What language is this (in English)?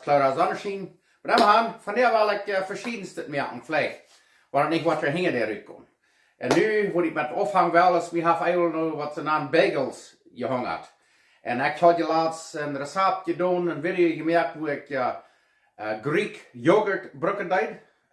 Plautdietsch